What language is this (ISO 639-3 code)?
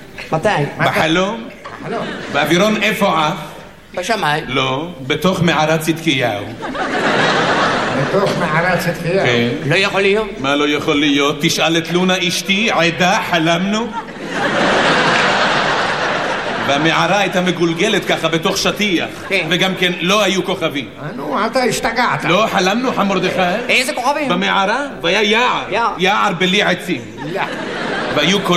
heb